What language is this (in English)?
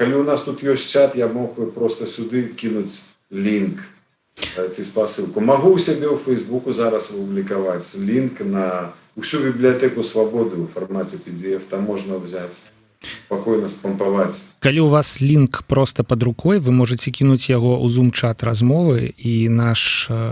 Belarusian